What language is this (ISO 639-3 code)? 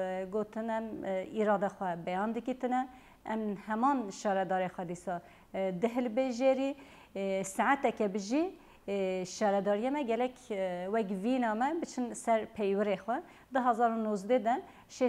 kur